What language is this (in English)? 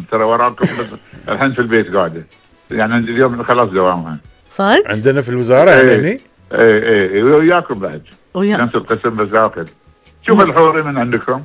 Gulf Arabic